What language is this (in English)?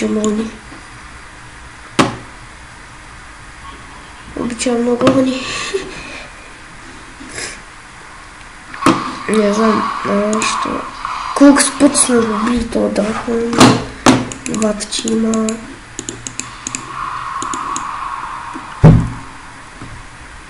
Bulgarian